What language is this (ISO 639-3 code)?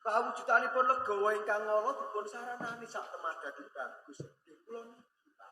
jav